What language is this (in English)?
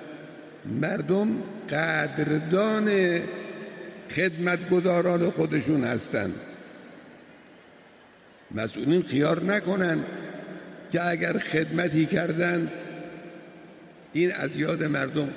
Persian